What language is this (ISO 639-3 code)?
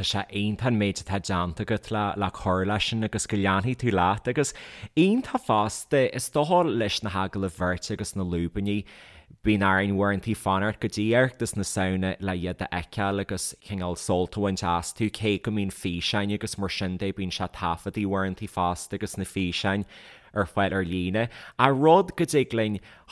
gle